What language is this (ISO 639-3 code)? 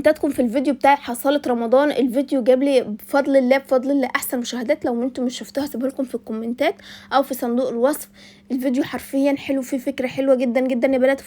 arz